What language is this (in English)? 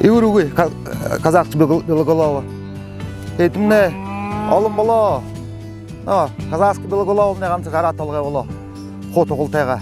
Buriat